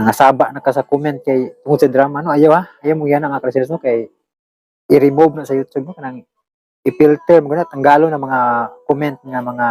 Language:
Cebuano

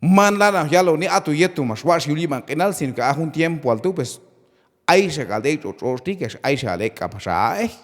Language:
Q'anjob'al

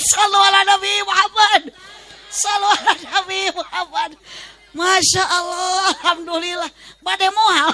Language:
Sundanese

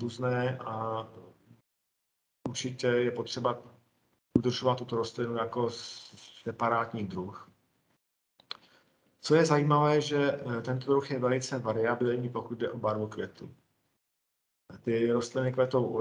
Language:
Czech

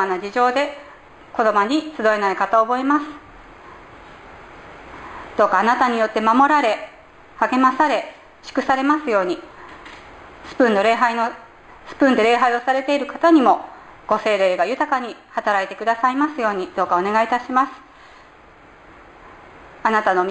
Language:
Japanese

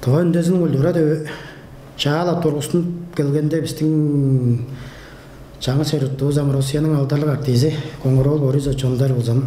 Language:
Tuvinian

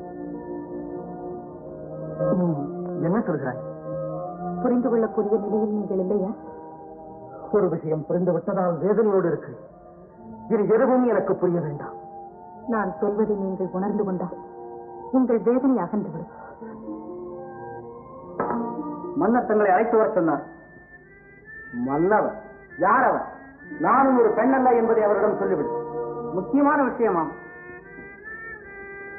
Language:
Tamil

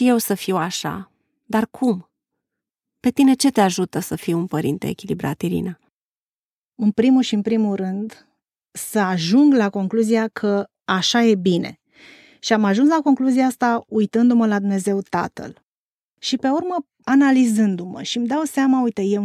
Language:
Romanian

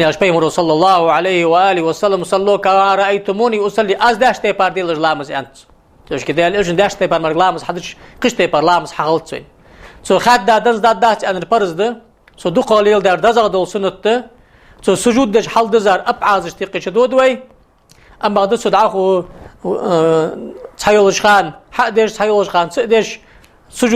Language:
Ingush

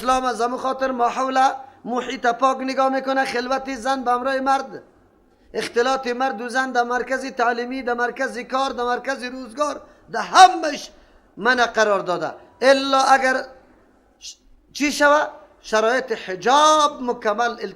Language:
Persian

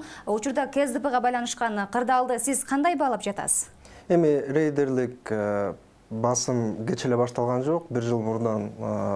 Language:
Kyrgyz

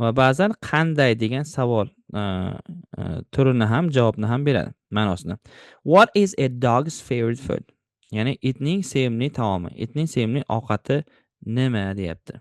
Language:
Uzbek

